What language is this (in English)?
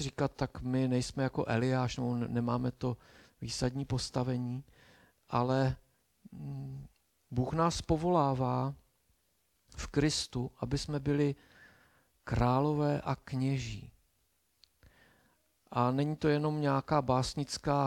Czech